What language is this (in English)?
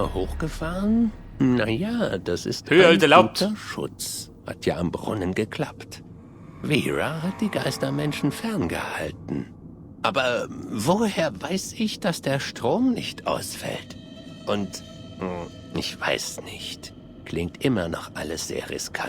Bavarian